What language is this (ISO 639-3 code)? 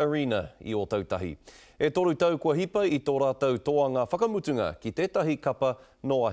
mri